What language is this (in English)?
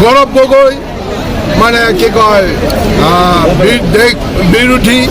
Karbi